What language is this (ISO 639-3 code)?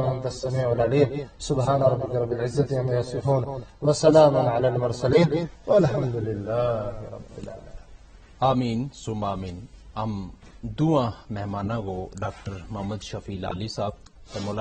gju